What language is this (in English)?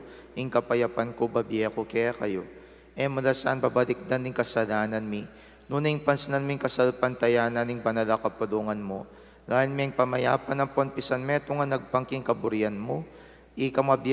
Pampanga